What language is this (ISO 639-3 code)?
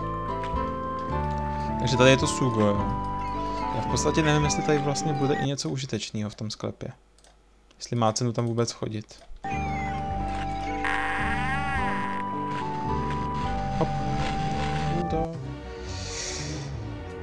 ces